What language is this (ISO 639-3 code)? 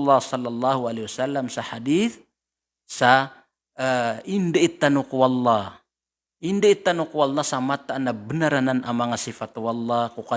mrw